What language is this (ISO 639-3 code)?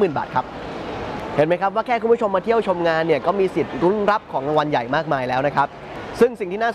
tha